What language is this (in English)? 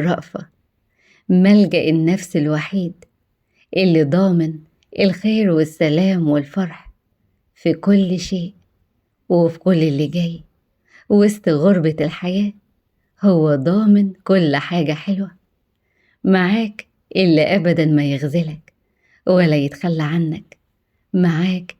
Egyptian Arabic